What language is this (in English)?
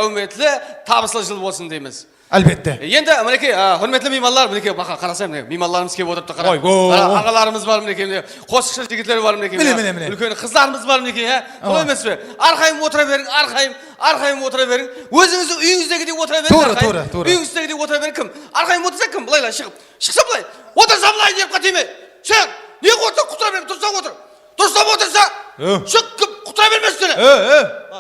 Kara-Kalpak